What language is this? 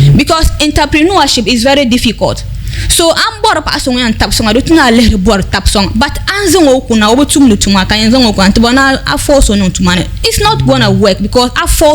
Dagbani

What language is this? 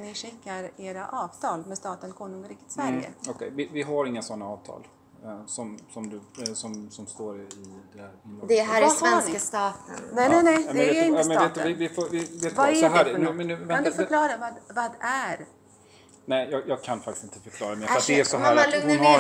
Swedish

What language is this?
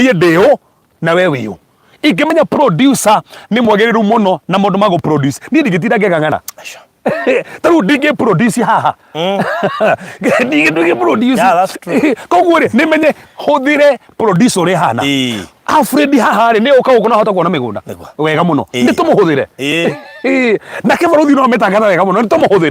Kikuyu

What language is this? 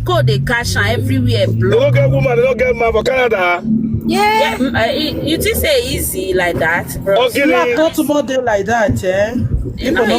Nigerian Pidgin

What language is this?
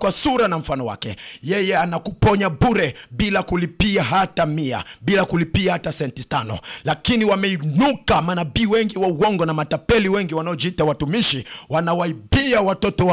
Swahili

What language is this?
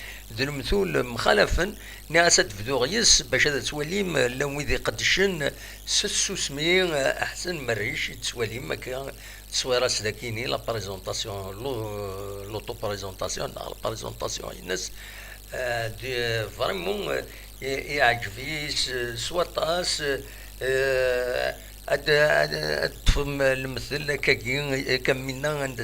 Kabyle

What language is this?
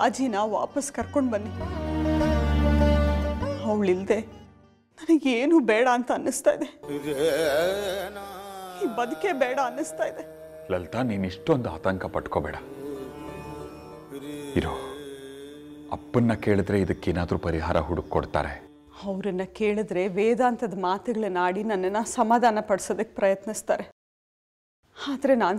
Kannada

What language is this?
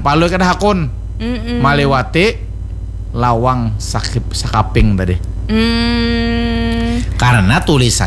Banjar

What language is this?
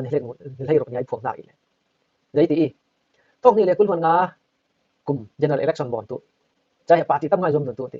Falam Chin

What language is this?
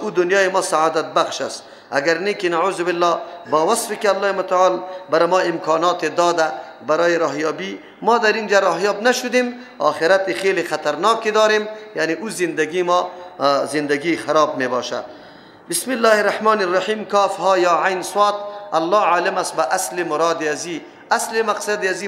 Persian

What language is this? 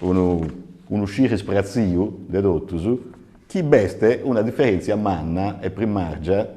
Sardinian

